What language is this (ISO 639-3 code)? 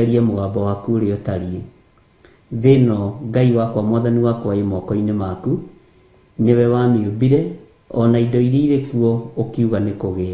kik